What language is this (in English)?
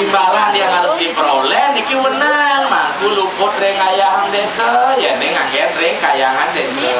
Balinese